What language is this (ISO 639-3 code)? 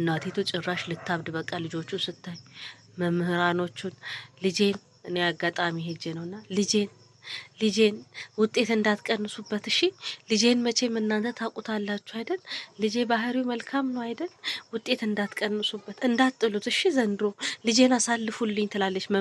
amh